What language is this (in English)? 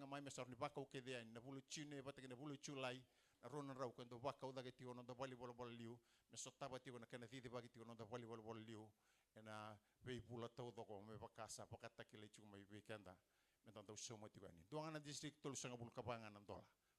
Fijian